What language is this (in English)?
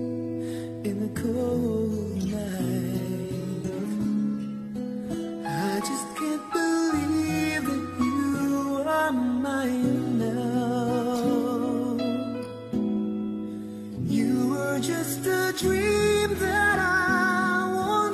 English